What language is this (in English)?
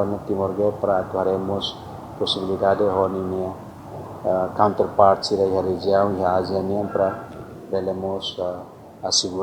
Tetum